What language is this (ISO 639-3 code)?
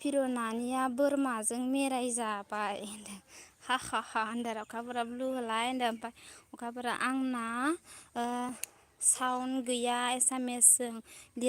brx